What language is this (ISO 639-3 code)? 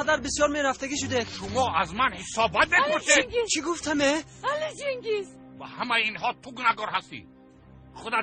tgk